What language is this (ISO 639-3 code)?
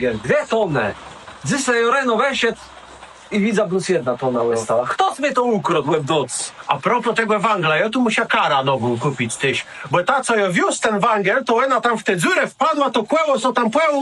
csb